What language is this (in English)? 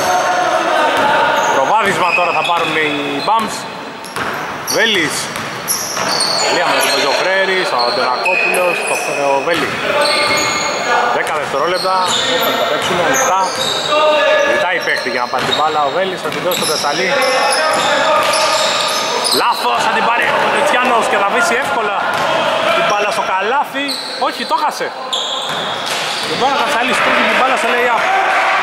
Greek